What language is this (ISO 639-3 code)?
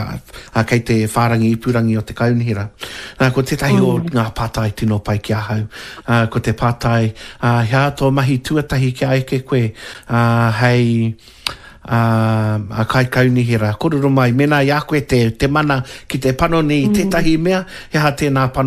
mri